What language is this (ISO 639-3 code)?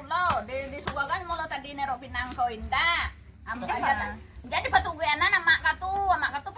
min